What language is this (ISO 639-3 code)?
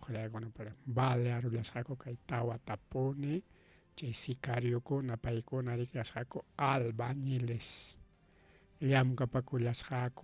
quy